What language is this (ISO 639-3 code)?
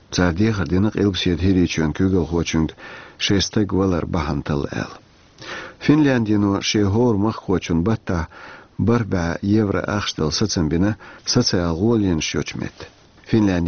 che